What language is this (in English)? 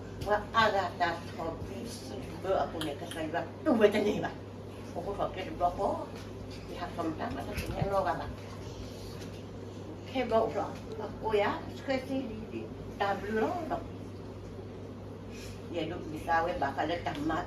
S'gaw Karen